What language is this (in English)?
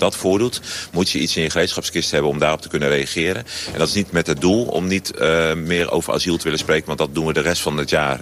Dutch